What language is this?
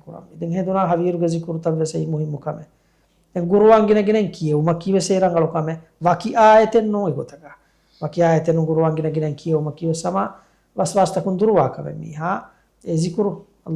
Divehi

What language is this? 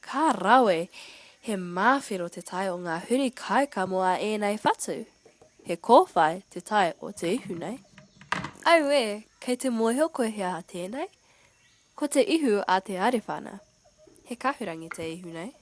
Māori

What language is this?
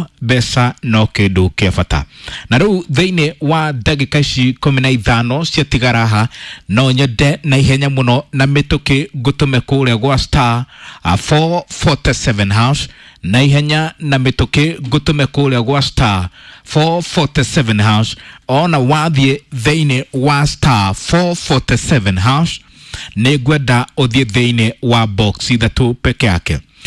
Kikuyu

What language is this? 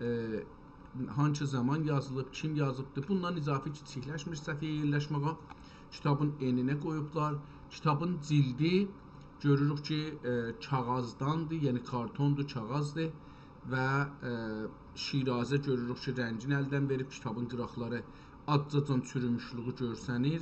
South Azerbaijani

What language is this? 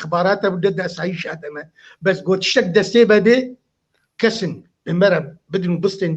Kurdish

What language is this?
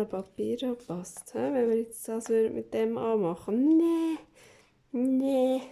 Swiss German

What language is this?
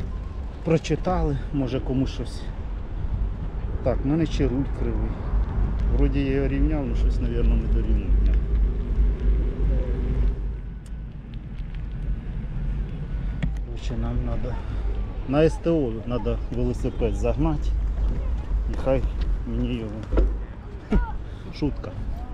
Ukrainian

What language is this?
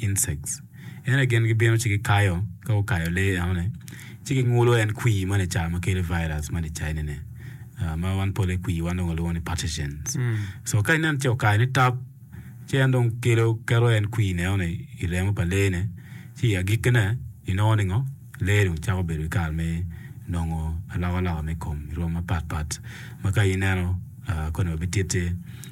Acoli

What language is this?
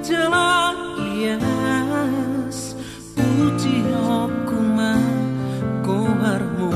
Batak Toba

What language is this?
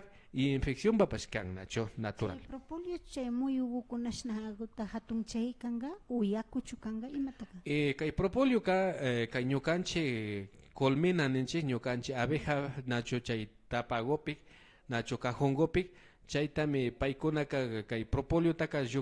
Imbabura Highland Quichua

